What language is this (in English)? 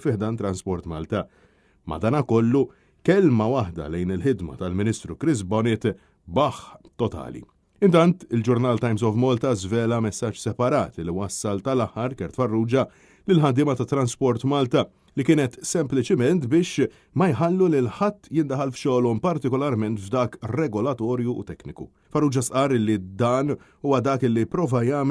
Maltese